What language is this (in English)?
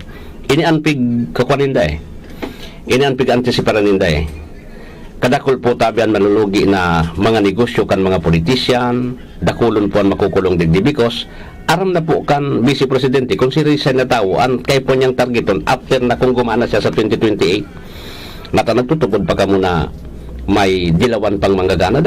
Bikol